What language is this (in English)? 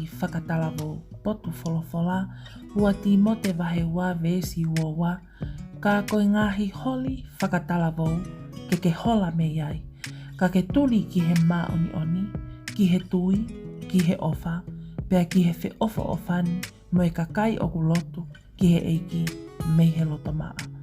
Tongan